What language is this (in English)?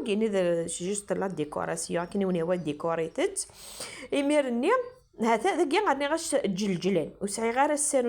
Kabyle